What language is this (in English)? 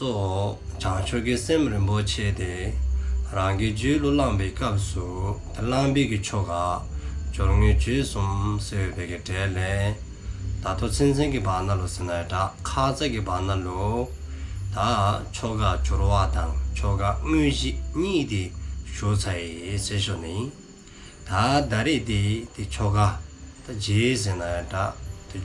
Dzongkha